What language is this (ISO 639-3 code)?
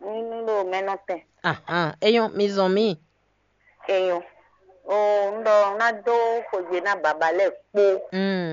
fon